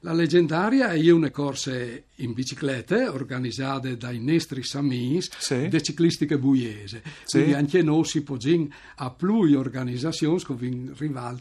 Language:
Friulian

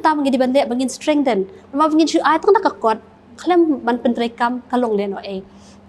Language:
Khasi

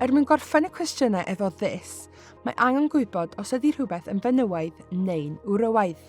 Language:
Welsh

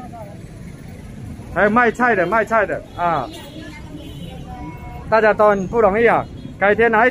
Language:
Chinese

